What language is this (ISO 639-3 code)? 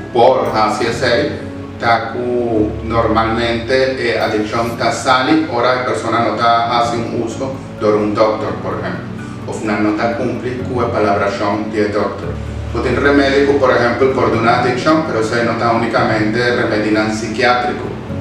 pap